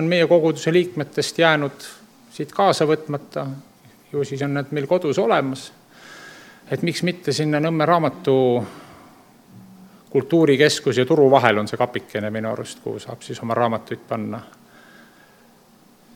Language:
Estonian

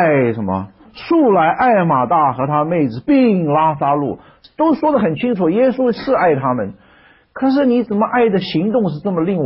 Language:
Chinese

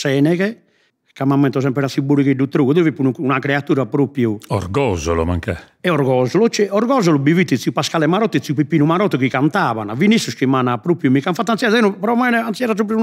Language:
Sardinian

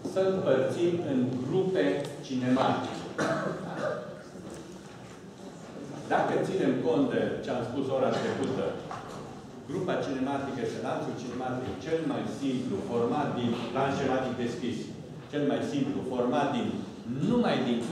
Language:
Romanian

